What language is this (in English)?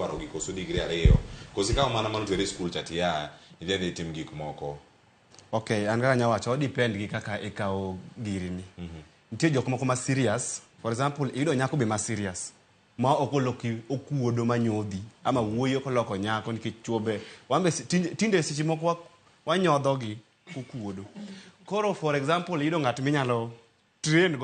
Luo (Kenya and Tanzania)